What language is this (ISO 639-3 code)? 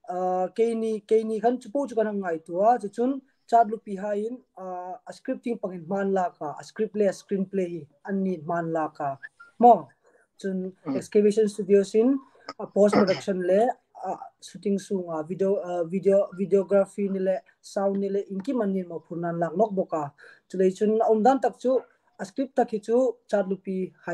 hmr